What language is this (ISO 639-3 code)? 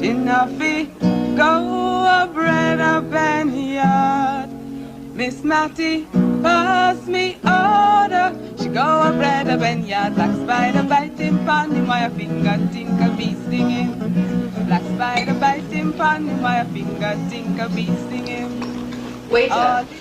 jam